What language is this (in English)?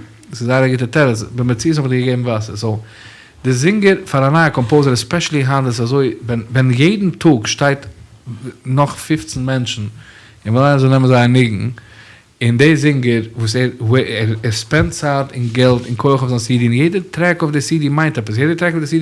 Yiddish